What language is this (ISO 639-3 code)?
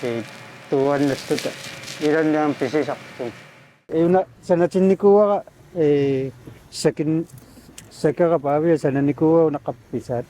kal